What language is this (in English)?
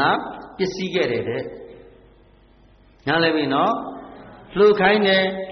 Burmese